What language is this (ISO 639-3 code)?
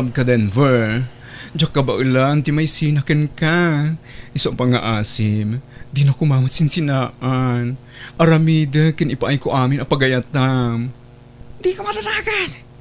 ilo